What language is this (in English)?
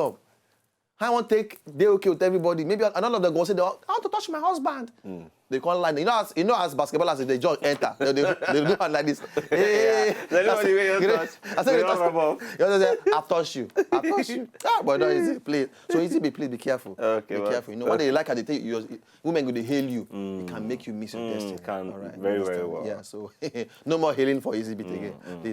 Nigerian Pidgin